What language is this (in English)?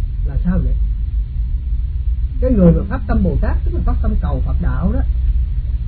Vietnamese